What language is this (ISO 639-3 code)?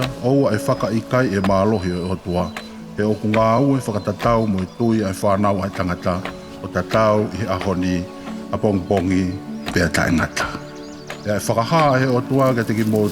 ton